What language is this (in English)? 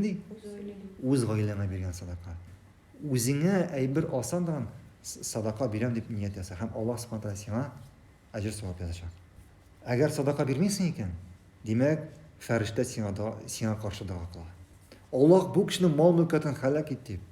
Tatar